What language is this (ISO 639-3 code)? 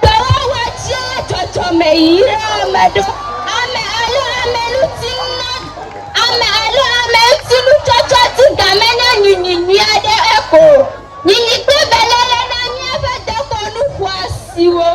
ewe